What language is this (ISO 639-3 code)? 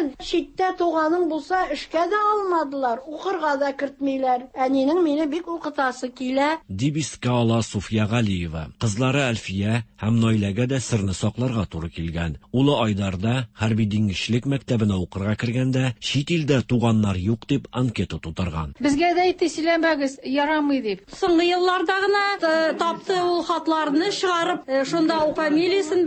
tat